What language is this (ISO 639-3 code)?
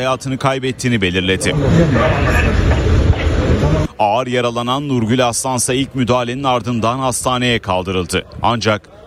tur